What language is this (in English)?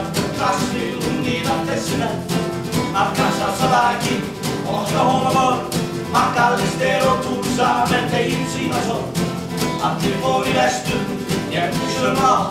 Icelandic